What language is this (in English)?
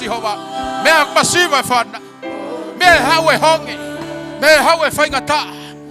Tongan